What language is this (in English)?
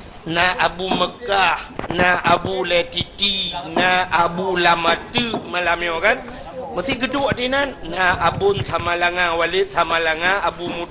Achinese